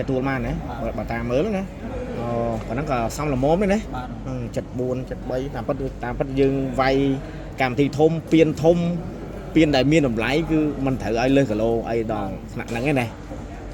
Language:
Khmer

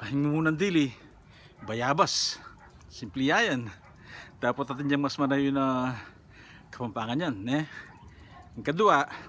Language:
Pampanga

